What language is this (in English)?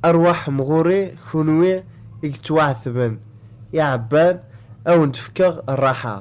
Kabyle